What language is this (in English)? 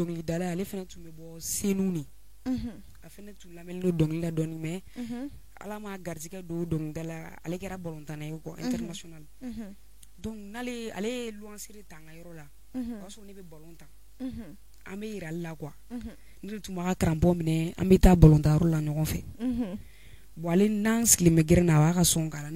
Bambara